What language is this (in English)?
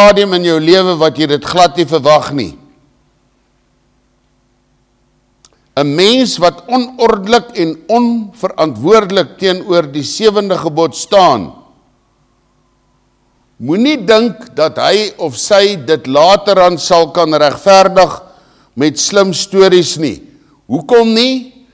Afrikaans